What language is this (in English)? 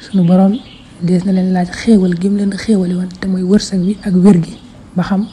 Wolof